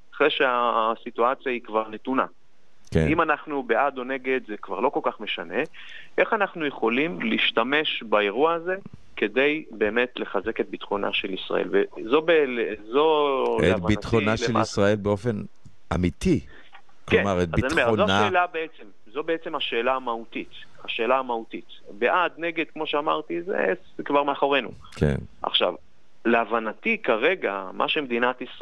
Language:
Hebrew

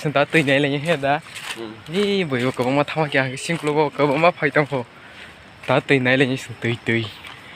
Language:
Kok Borok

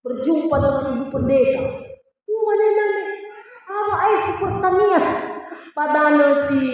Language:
Nias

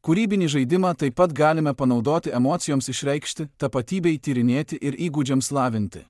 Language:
Lithuanian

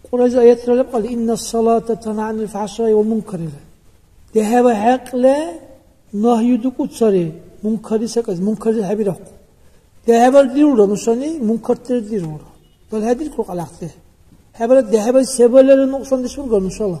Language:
Dargwa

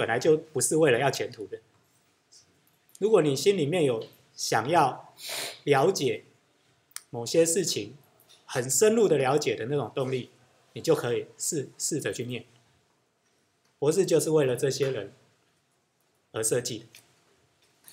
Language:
Chinese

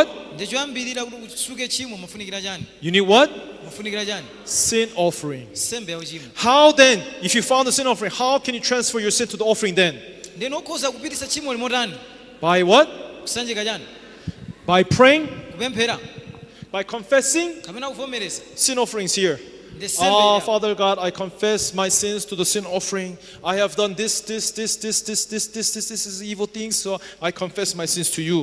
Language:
Nyanja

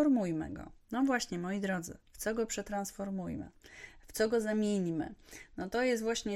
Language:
Polish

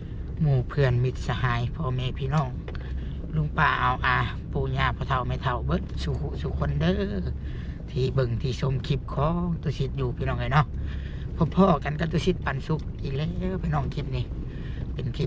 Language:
Lao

